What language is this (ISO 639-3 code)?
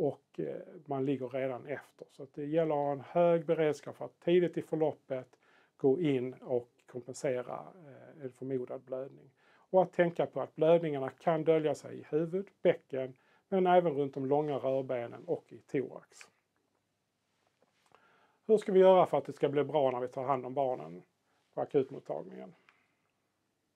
swe